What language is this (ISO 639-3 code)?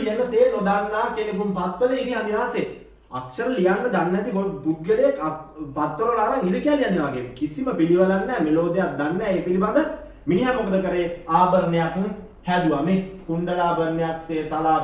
sin